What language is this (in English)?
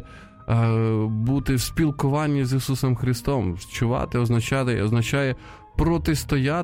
Ukrainian